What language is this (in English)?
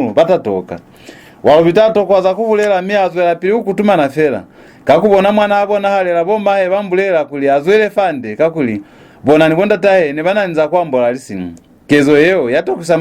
Lozi